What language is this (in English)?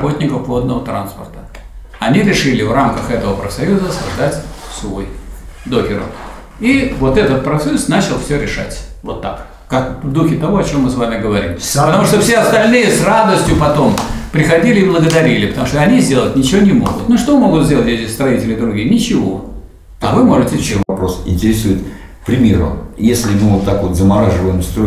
Russian